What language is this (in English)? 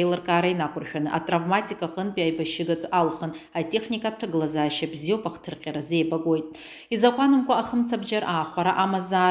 Abkhazian